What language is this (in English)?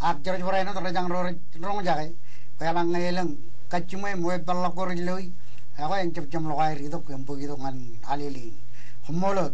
Marshallese